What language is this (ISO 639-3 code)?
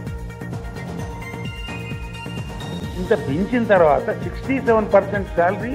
tel